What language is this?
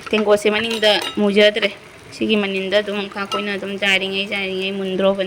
Manipuri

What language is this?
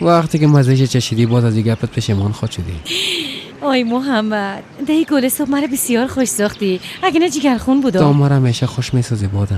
Persian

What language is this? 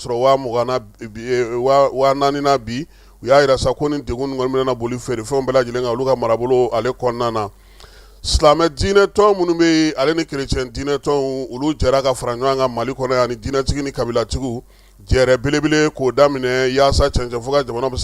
Bambara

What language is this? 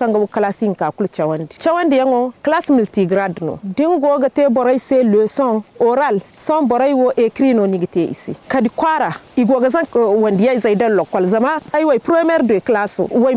Zarma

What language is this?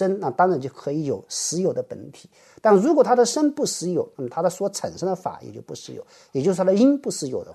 Chinese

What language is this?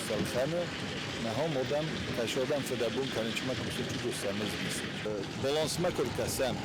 Ossetic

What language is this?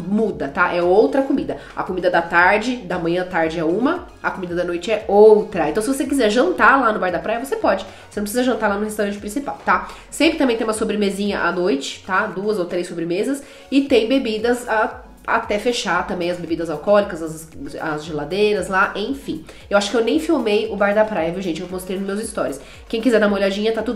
Portuguese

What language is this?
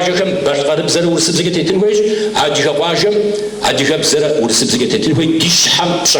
Kabardian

